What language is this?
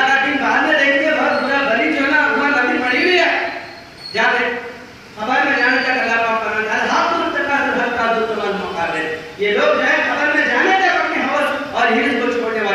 Urdu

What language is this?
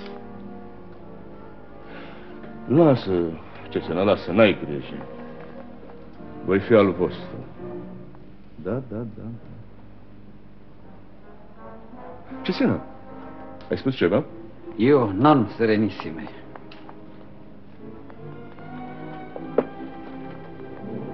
Romanian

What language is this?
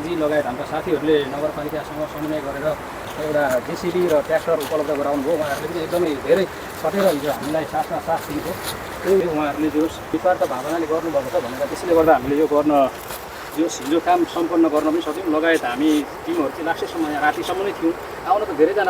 Nepali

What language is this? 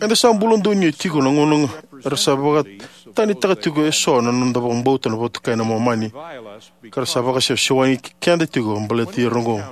Fijian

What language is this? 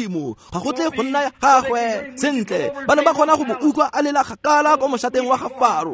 Tswana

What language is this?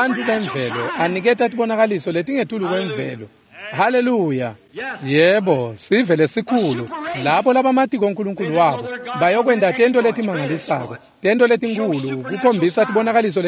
Swati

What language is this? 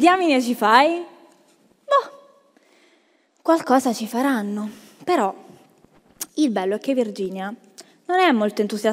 Italian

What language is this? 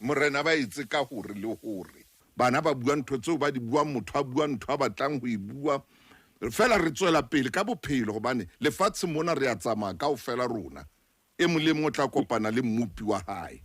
Southern Sotho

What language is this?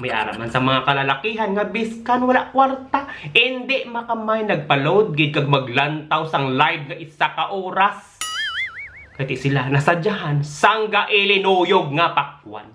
Hiligaynon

